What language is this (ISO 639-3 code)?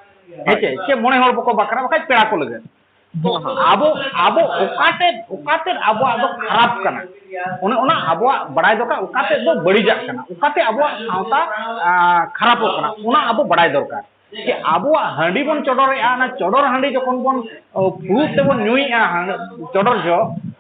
sat